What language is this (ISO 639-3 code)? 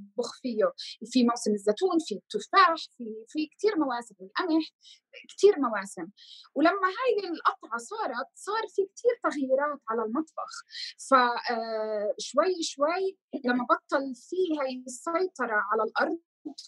apc